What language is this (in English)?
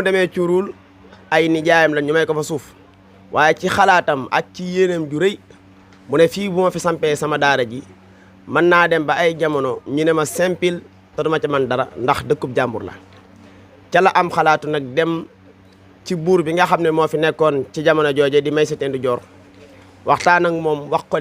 Wolof